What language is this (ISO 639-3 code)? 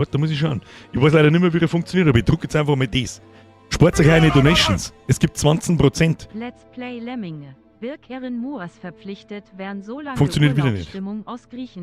bar